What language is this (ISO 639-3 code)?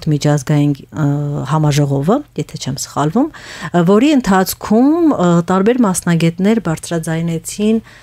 hye